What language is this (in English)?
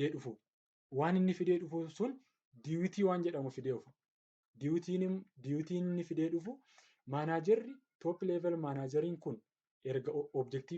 Oromo